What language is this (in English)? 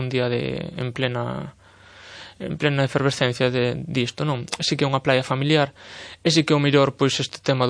Galician